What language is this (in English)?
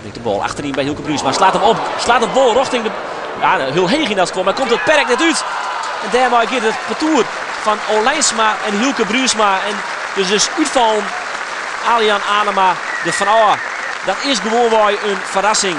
Western Frisian